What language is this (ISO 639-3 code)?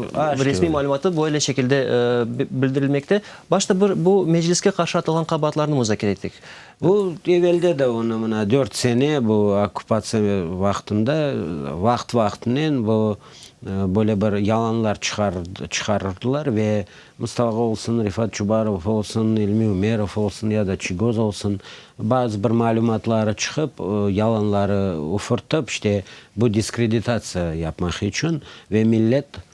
crh